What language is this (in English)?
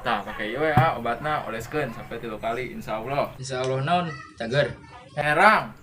Sundanese